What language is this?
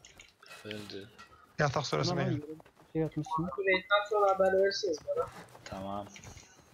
Turkish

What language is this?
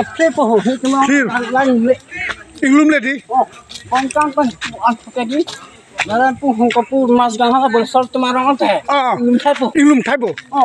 Karbi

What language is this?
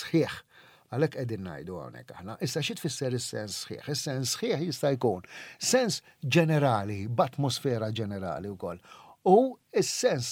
Maltese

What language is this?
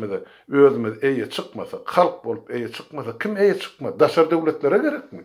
Turkmen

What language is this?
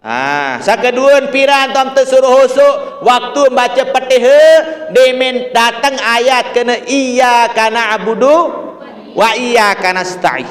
Sasak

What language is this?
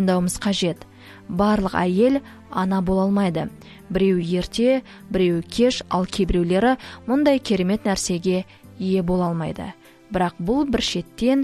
Kazakh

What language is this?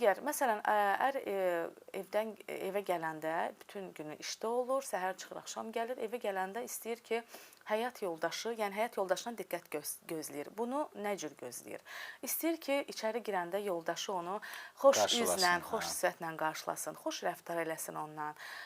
Azerbaijani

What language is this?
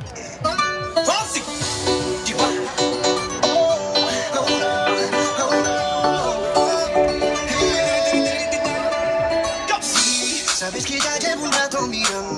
Hungarian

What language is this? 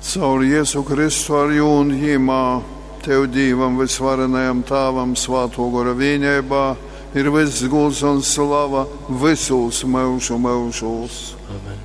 Latgalian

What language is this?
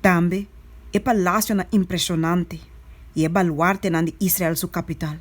Papiamento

